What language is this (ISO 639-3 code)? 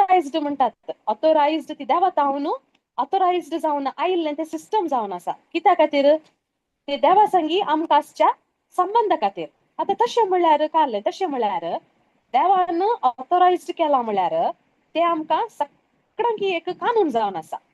kok